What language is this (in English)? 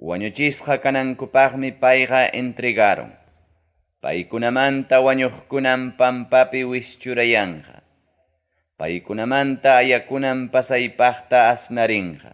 Ayacucho Quechua